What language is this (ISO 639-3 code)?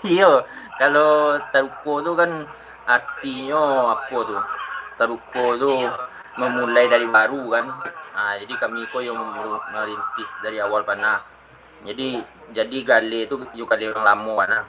min